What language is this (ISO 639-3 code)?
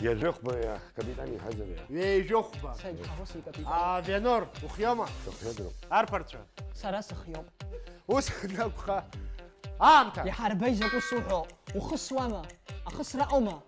abk